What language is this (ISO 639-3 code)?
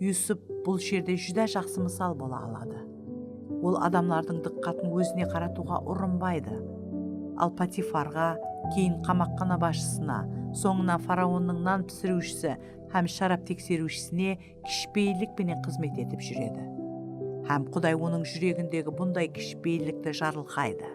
kaa